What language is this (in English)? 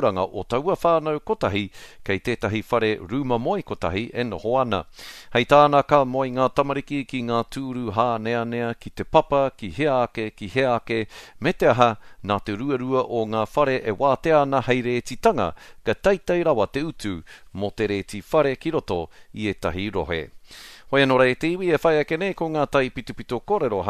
Māori